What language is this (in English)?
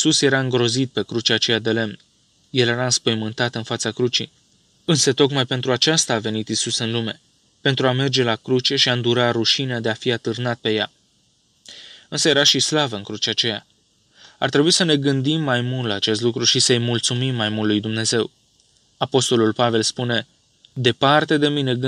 Romanian